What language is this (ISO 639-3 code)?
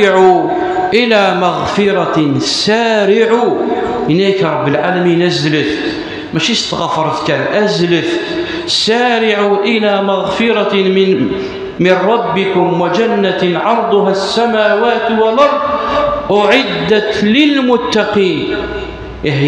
kab